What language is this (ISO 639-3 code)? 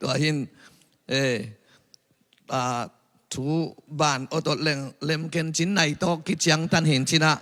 ctd